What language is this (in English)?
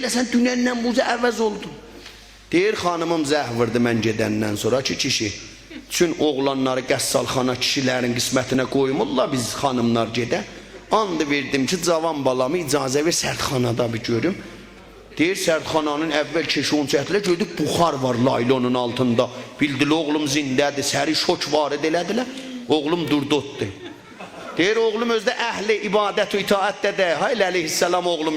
South Azerbaijani